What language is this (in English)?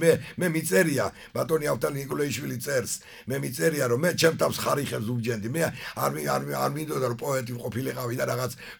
Georgian